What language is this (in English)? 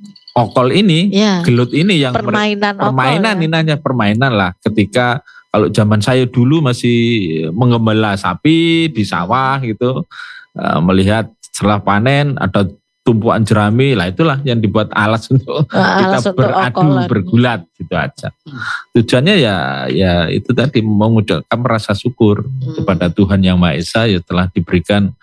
Indonesian